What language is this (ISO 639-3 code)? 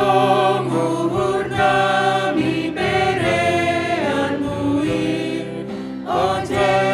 bts